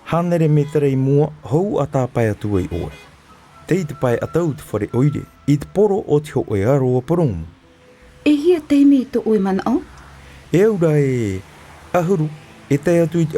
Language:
Tahitian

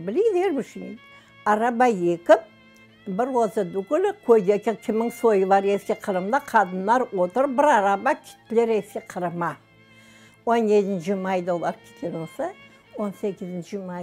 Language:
Crimean Tatar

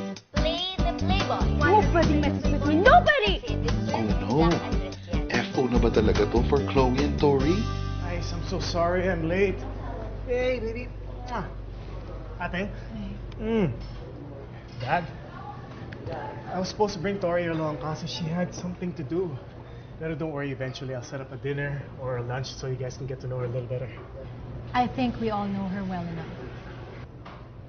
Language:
Filipino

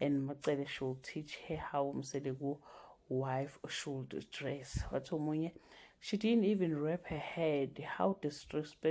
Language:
Zulu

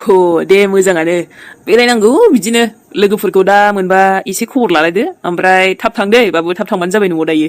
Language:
Bodo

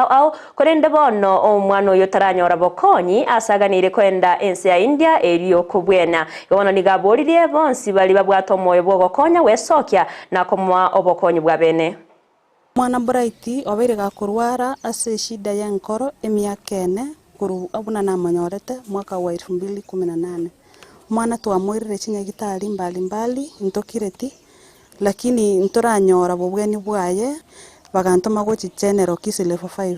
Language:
Gusii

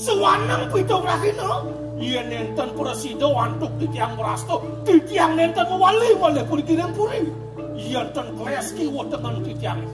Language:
Balinese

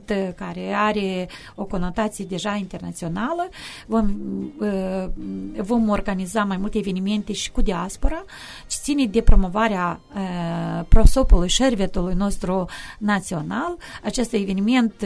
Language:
Romanian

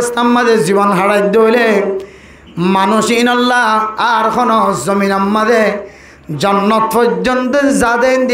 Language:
Rohingya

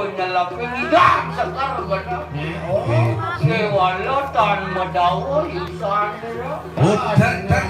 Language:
Balinese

